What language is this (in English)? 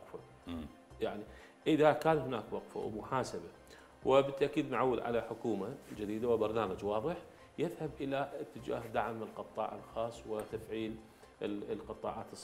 Mesopotamian Arabic